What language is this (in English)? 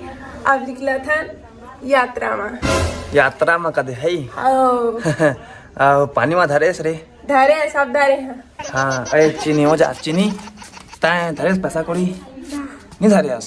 Chhattisgarhi